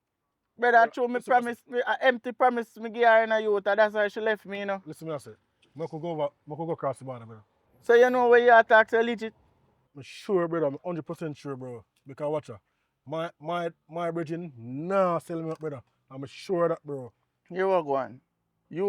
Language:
Jamaican Creole English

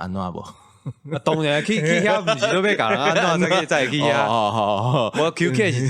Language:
Min Nan Chinese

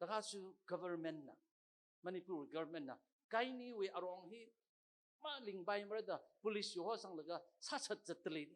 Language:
Tangkhul Naga (India)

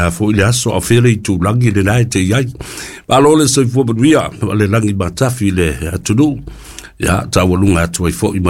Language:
Samoan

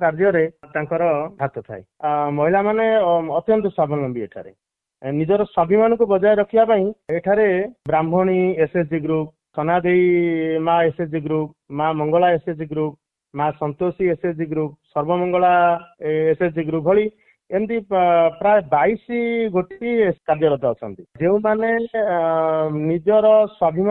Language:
Odia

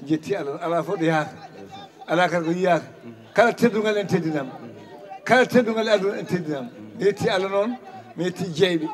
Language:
Fula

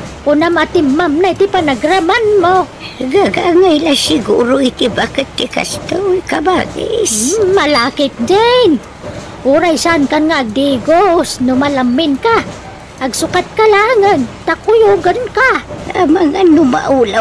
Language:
Iloko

